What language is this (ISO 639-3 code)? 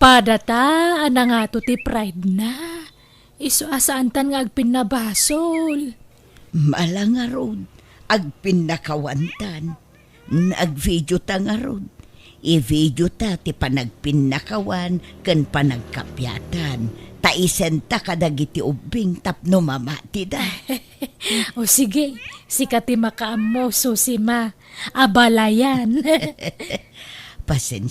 ilo